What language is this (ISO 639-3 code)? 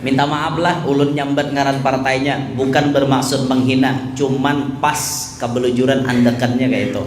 bjn